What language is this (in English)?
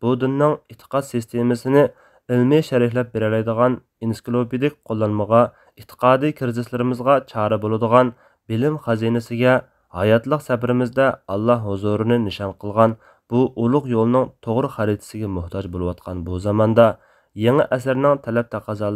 Uyghur